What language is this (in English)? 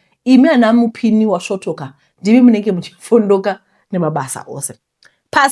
Shona